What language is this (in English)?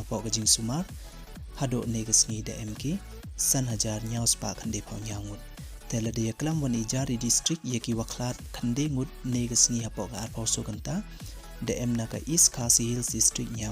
Pnar